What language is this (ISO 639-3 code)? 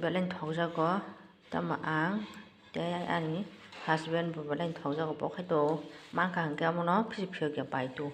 trp